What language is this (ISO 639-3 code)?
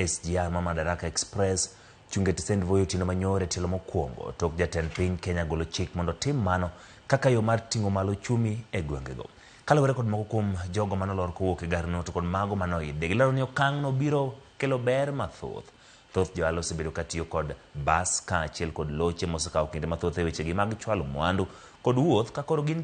luo